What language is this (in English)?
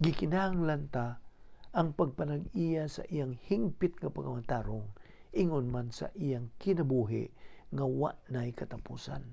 Cebuano